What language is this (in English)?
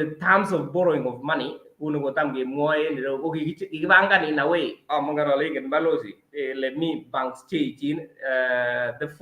Kalenjin